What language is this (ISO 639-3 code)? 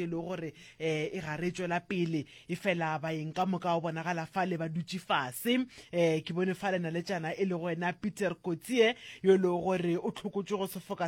nso